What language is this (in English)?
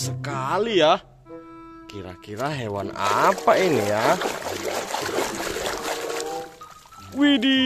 Indonesian